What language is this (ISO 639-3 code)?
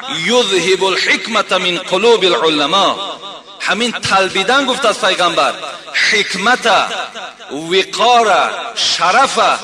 tgk